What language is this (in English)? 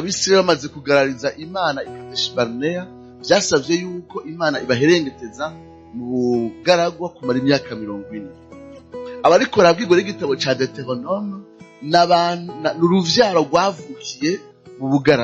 Rundi